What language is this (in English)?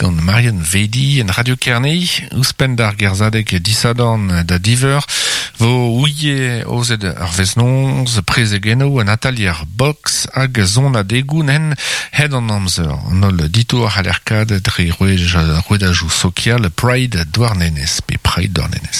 Breton